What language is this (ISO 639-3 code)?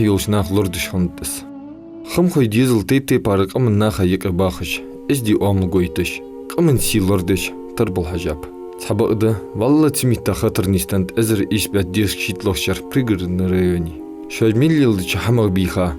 inh